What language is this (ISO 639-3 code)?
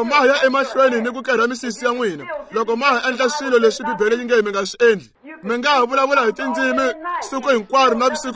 tso